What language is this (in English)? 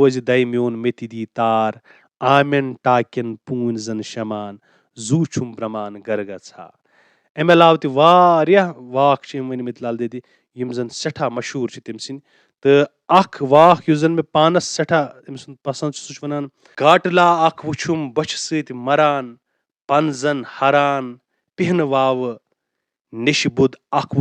Kashmiri